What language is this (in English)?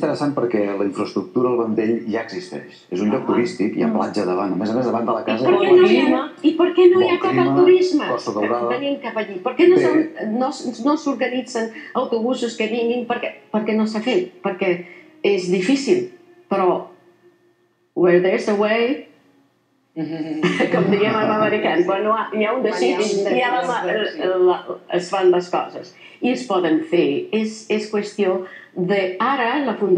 Catalan